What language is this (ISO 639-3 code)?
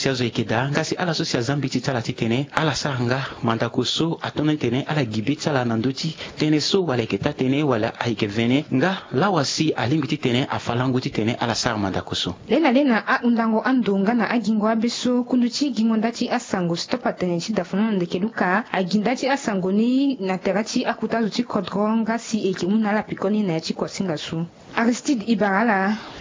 sag